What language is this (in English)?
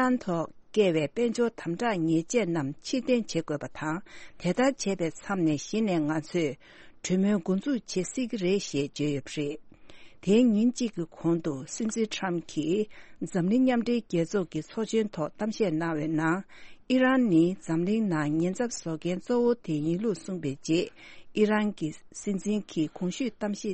Tibetan